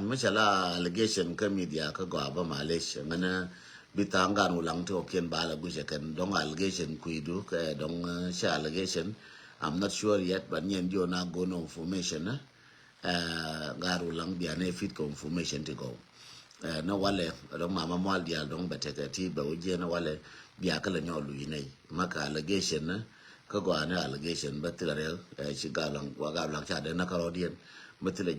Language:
Nuer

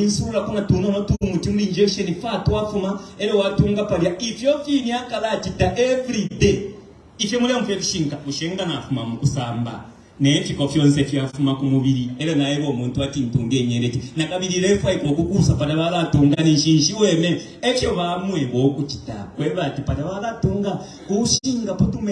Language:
Bemba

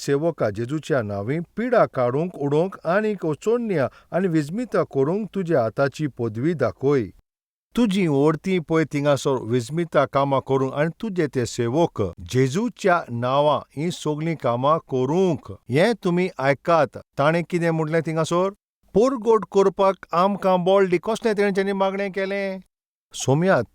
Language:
Konkani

